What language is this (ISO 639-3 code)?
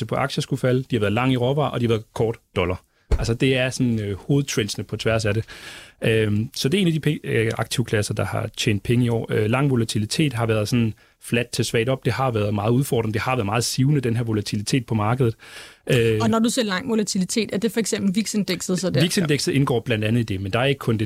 dan